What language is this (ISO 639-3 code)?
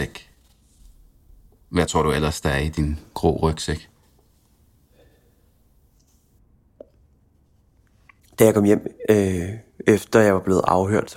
dan